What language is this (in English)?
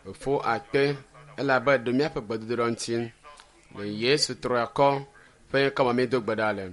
Ewe